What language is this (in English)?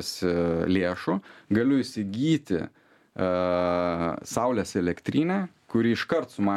Lithuanian